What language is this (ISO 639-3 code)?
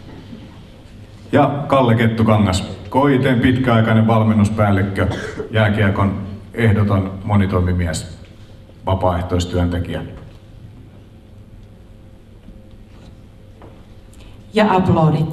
fin